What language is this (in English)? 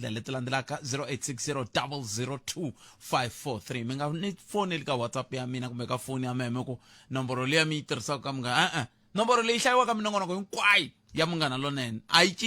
Tsonga